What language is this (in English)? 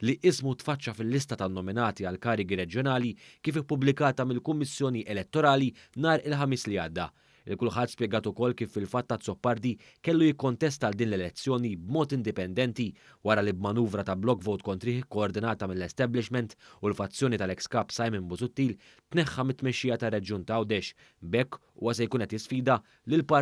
Maltese